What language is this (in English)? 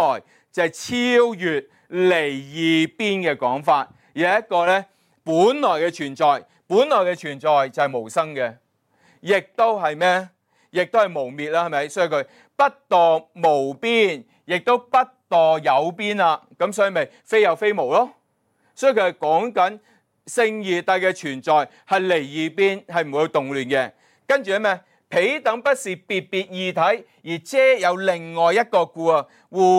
Cantonese